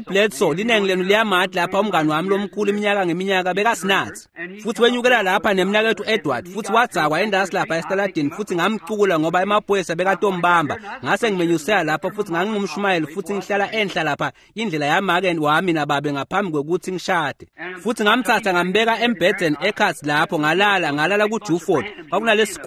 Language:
Swati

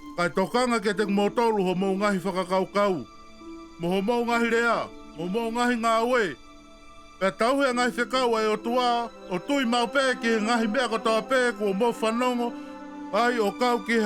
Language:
Tongan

